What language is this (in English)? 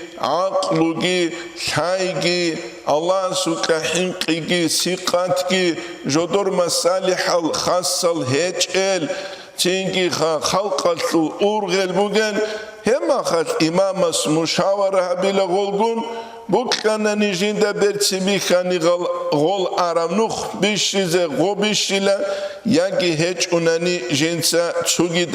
Avaric